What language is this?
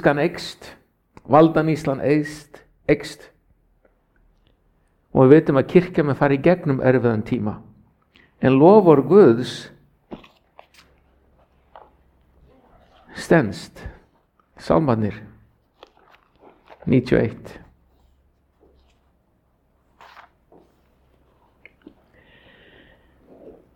Icelandic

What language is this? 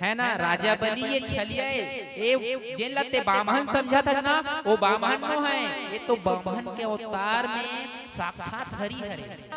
Chhattisgarhi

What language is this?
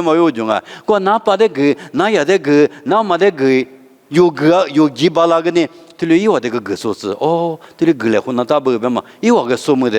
Lisu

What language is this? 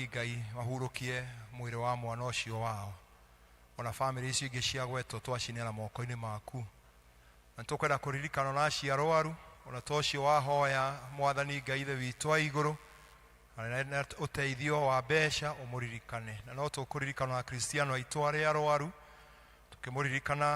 Kikuyu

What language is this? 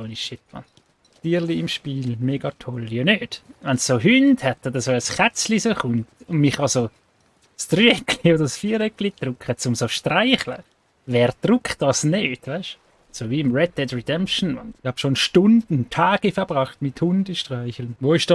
Swiss German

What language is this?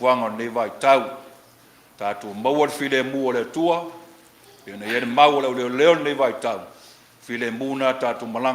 Samoan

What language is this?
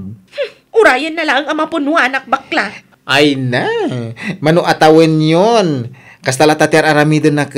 Iloko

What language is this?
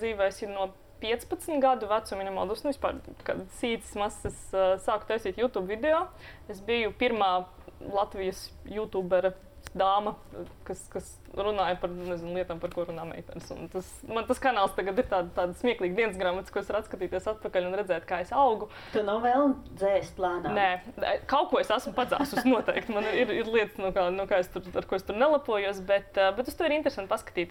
Latvian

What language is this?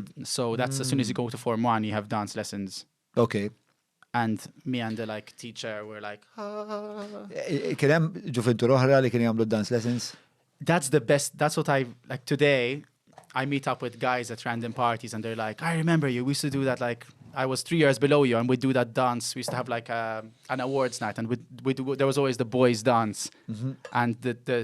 English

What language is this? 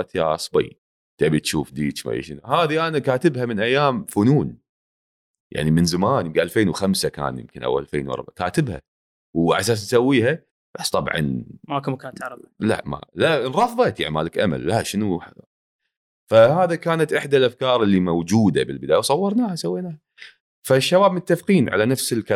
Gulf Arabic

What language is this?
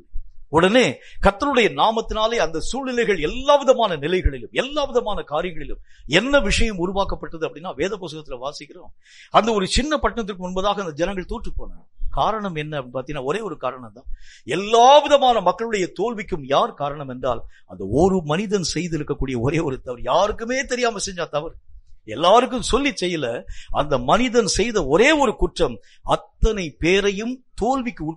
Tamil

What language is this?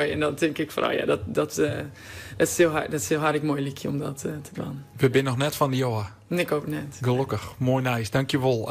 Western Frisian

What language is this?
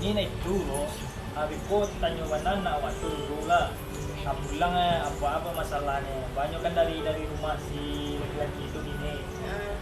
Minangkabau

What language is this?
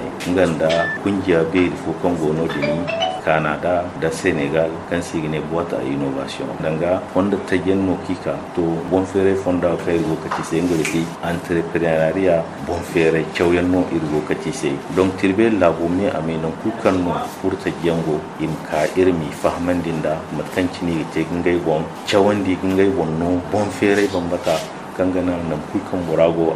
Zarma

